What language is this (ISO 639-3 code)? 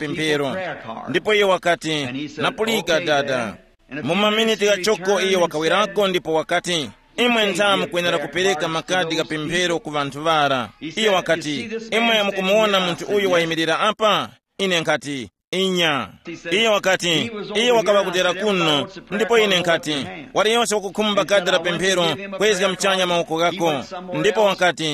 tum